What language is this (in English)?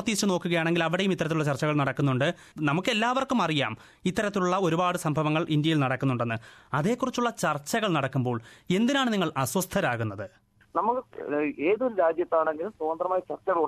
Malayalam